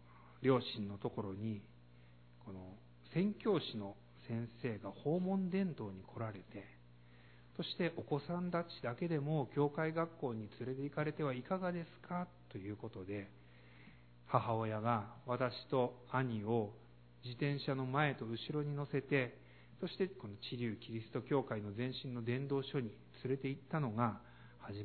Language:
Japanese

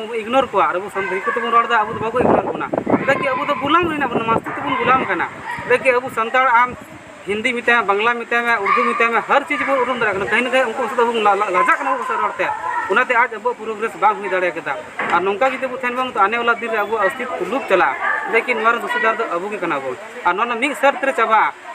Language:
Santali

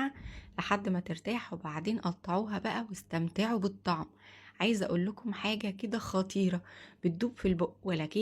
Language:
Egyptian Arabic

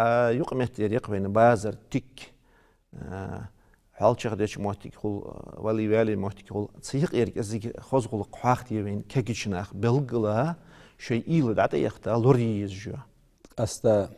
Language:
Ingush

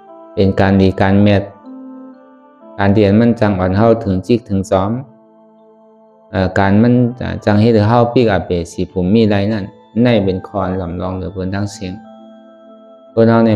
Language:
Shan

